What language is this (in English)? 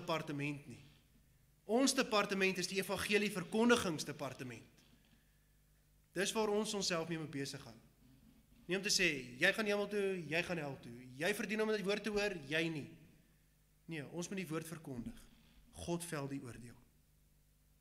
Afrikaans